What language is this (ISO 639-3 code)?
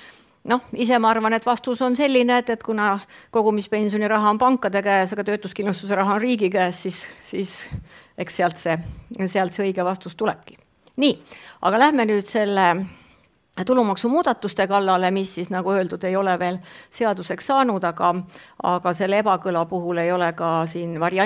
est